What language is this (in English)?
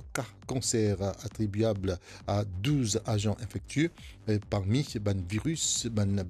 Morisyen